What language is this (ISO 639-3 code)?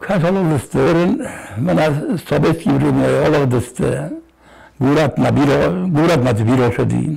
oss